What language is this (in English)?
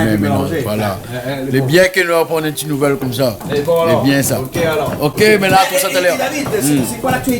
Réunion Creole French